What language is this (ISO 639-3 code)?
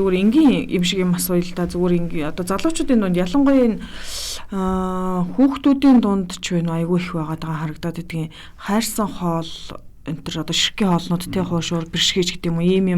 mon